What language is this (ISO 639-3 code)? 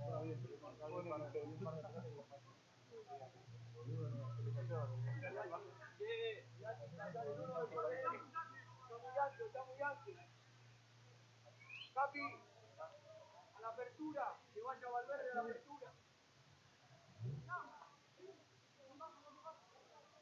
spa